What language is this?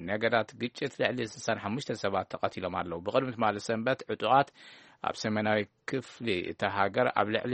Tigrinya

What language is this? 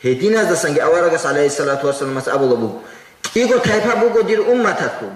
Avaric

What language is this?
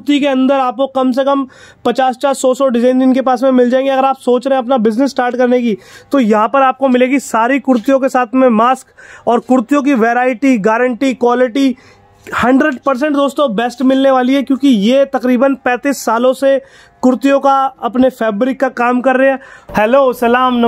Hindi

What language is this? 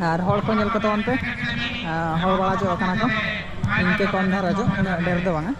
Santali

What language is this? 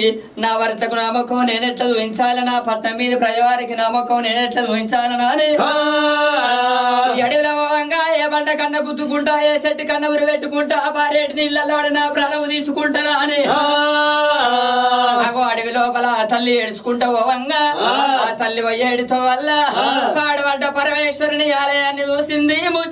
Telugu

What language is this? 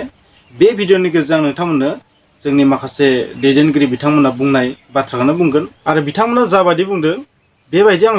Bodo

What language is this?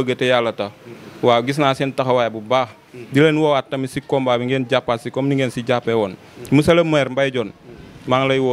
Wolof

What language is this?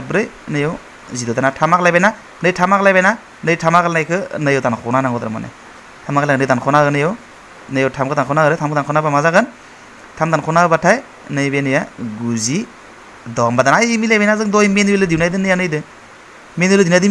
Bodo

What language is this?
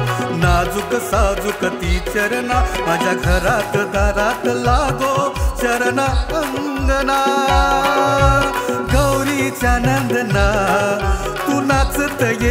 Marathi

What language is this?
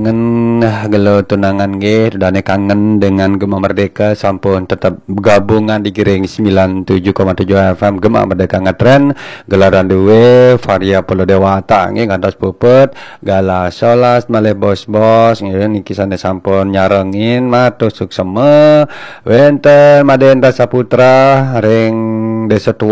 Balinese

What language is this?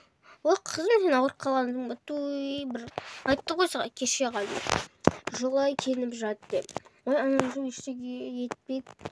Kazakh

